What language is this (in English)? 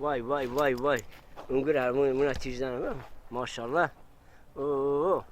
Zaza